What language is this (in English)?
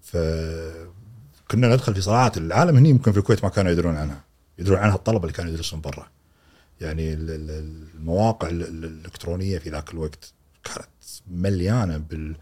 Gulf Arabic